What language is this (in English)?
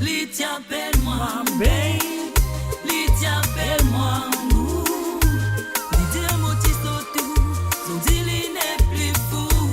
Morisyen